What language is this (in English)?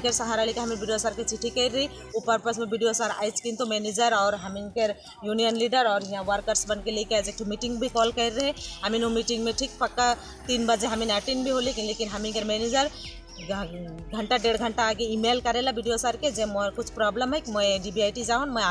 Sadri